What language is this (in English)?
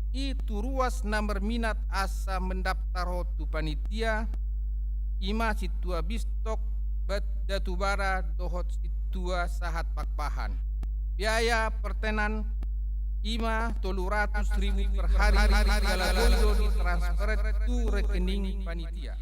Batak Toba